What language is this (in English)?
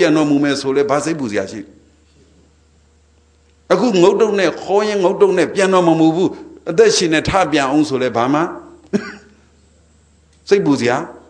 Burmese